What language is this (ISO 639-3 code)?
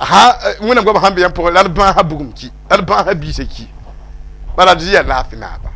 mos